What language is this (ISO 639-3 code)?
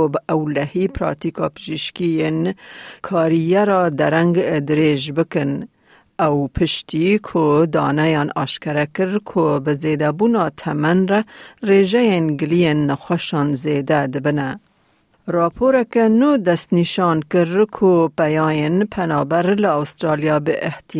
kur